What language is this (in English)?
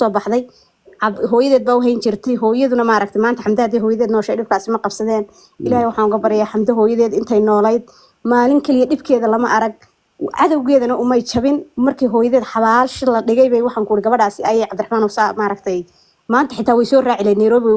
Somali